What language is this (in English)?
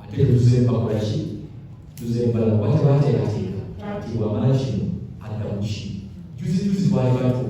Ganda